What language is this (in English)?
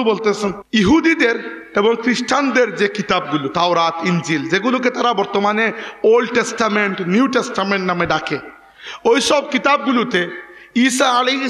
Bangla